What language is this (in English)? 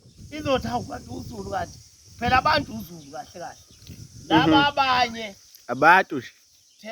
Zulu